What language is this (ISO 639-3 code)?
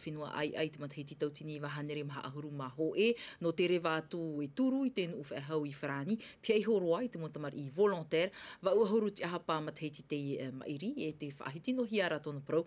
tah